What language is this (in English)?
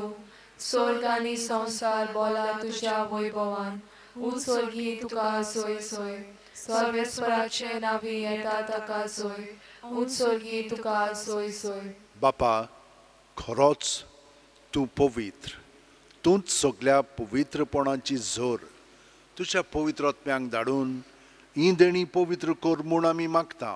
Konkani